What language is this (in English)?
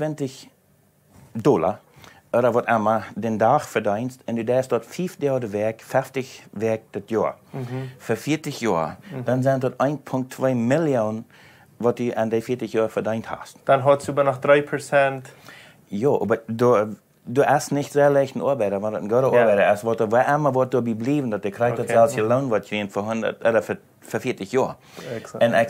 Plautdietsch